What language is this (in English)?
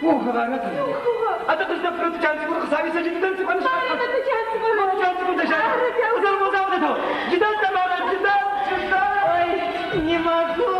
Adyghe